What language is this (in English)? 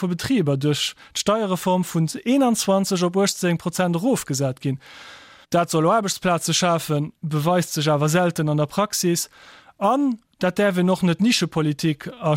Luxembourgish